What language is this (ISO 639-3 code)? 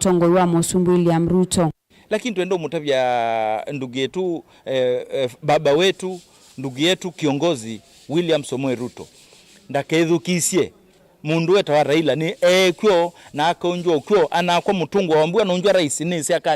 kam